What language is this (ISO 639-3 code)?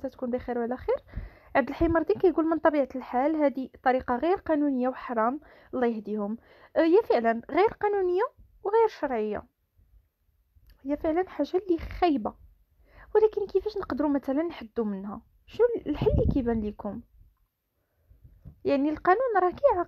ary